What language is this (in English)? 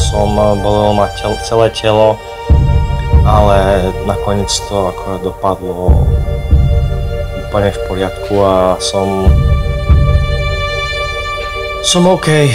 Slovak